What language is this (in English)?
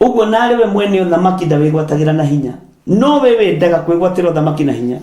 Kikuyu